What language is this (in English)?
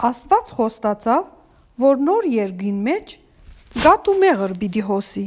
Western Armenian